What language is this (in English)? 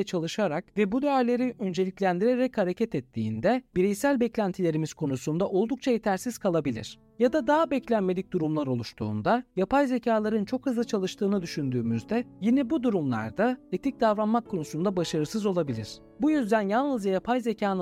Turkish